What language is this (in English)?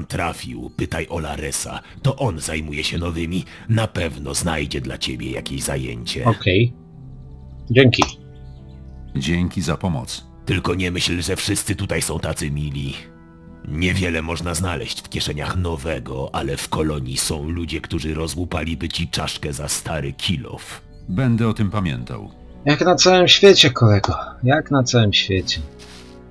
Polish